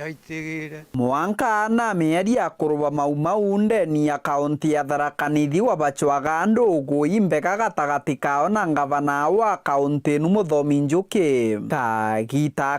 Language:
Meru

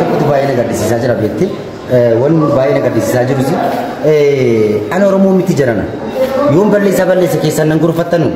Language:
Oromo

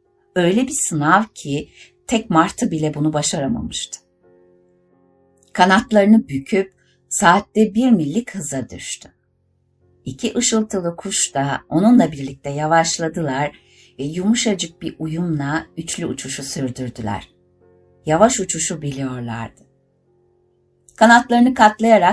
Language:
Turkish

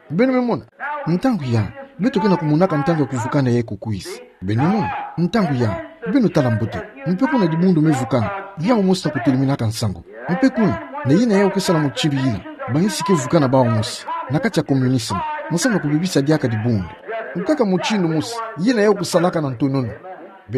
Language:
Kituba (Democratic Republic of Congo)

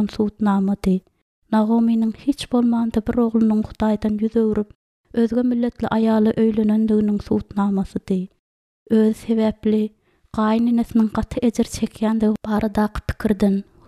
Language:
Turkmen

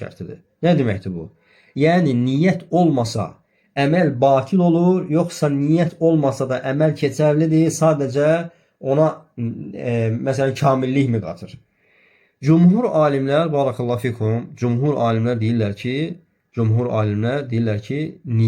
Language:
Azerbaijani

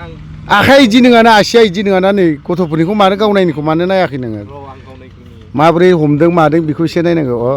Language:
Bodo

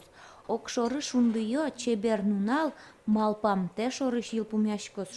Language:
Udmurt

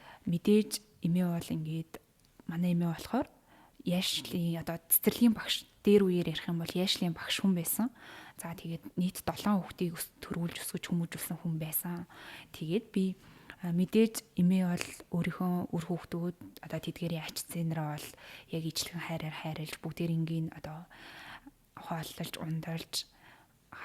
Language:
Mongolian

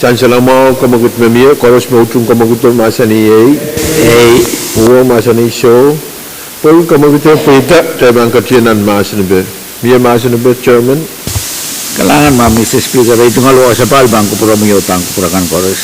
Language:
Pohnpeian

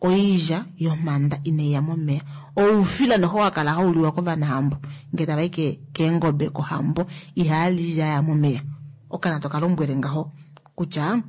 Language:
Kuanyama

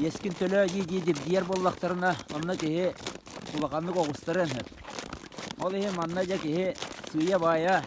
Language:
Yakut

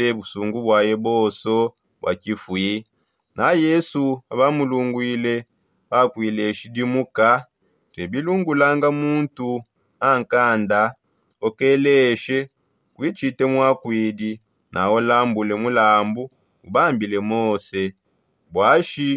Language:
Songe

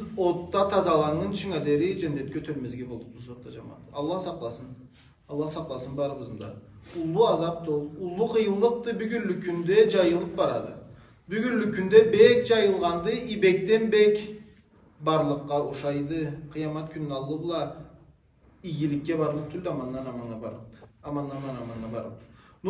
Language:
Karachay-Balkar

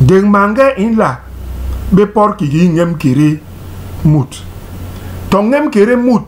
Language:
Basaa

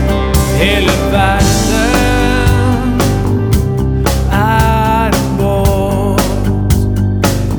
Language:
Norwegian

